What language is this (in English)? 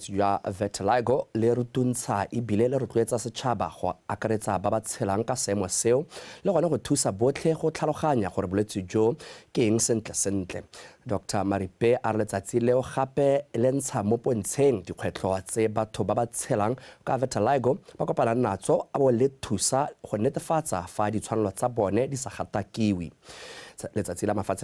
Tswana